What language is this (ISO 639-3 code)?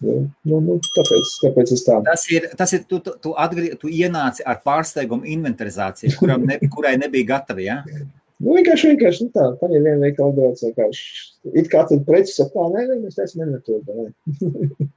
lav